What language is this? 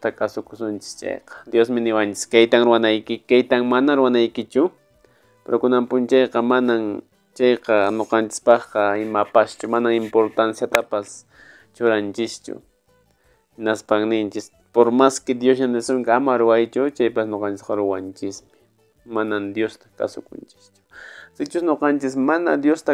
Quechua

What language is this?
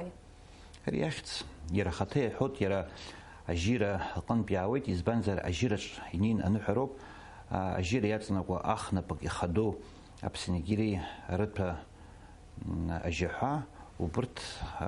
Abkhazian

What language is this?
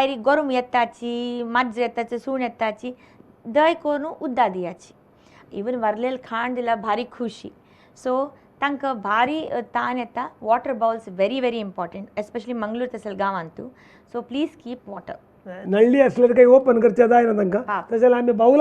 Konkani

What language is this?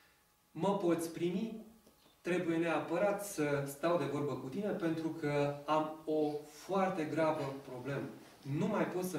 Romanian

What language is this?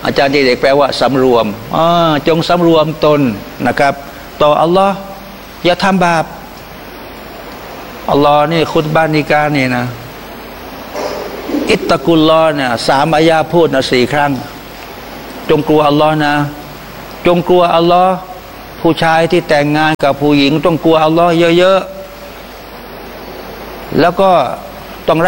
Thai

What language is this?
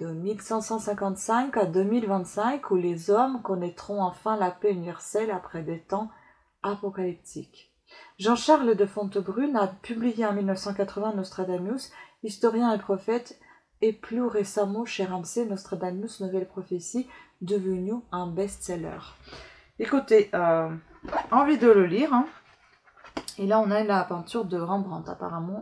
French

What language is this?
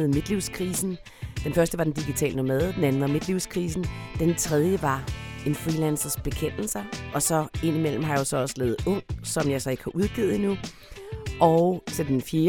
Danish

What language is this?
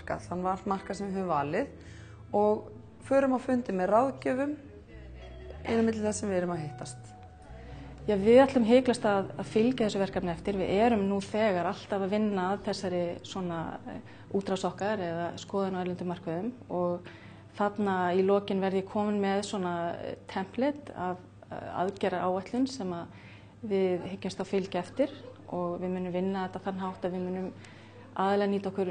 Icelandic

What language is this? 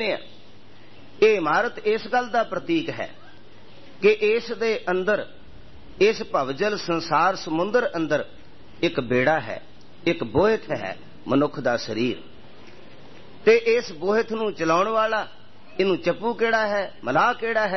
Punjabi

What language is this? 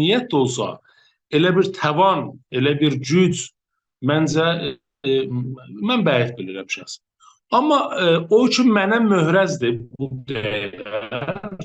South Azerbaijani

